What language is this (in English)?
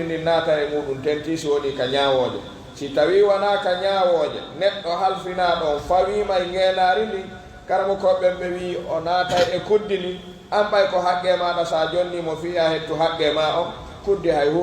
Pular